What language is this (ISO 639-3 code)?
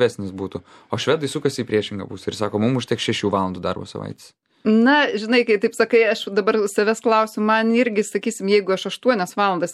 lit